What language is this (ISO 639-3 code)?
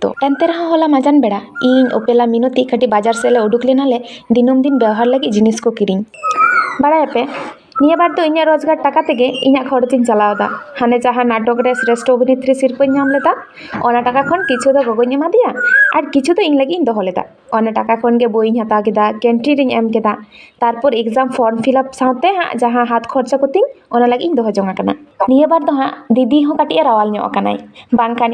sat